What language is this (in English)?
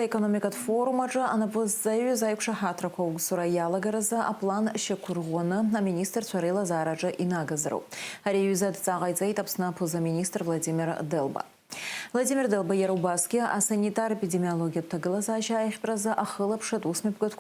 Abkhazian